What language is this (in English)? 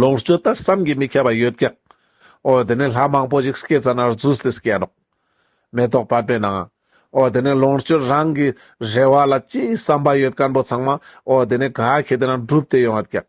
Ladakhi